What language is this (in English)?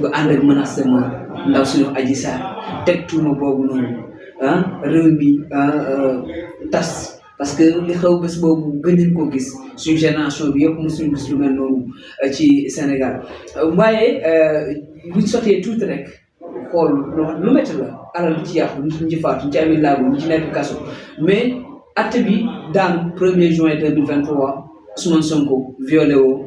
Wolof